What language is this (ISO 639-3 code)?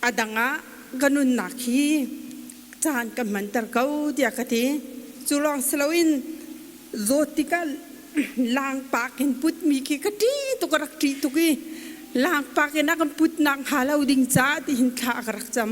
cnh